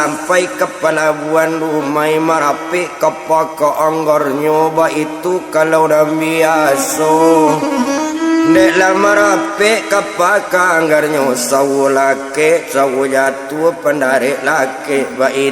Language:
Minangkabau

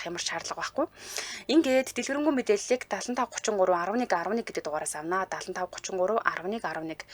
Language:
Mongolian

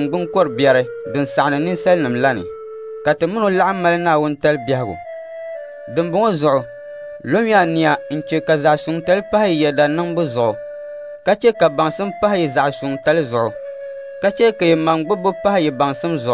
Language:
Dagbani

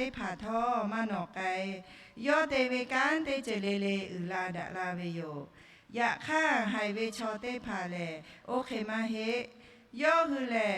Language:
Lahu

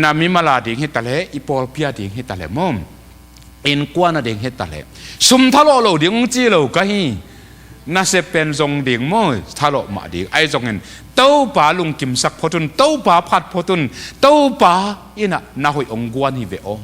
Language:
Tedim Chin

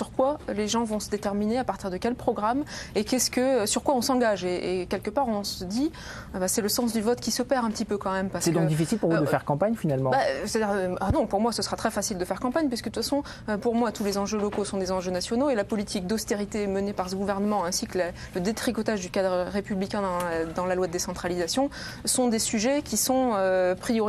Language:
French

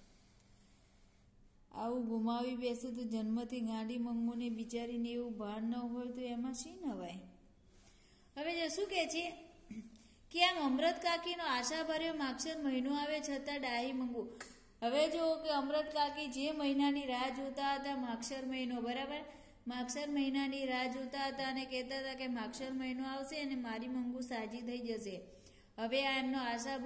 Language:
Gujarati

